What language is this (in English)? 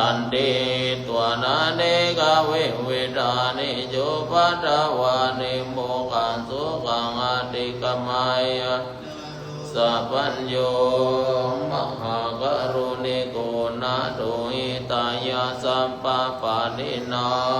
Pali